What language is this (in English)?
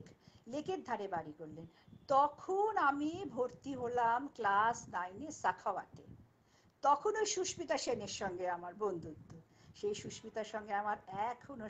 Bangla